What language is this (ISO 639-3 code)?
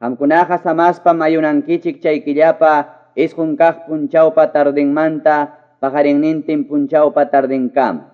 que